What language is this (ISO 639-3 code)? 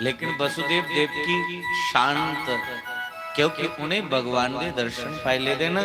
doi